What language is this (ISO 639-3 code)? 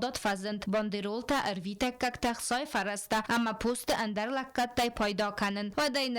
oss